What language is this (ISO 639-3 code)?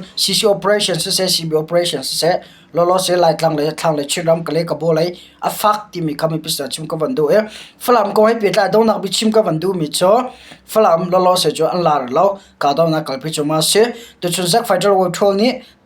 cnh